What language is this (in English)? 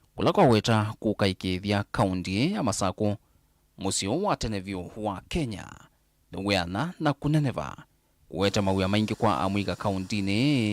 Kamba